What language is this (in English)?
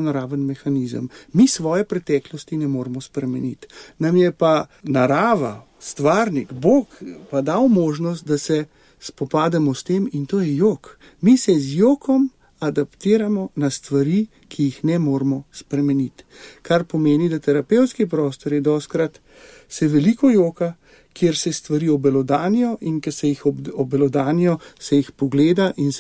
Slovenian